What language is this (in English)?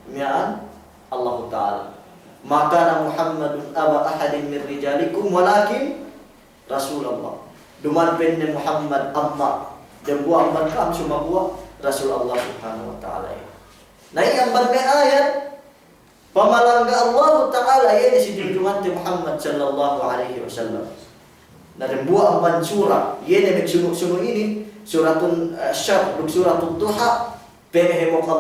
Yakan